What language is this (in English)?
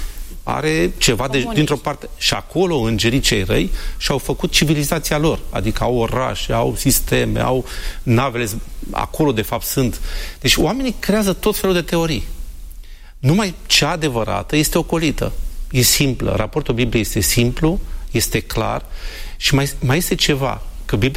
Romanian